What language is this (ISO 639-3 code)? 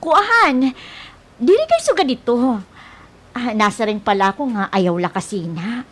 war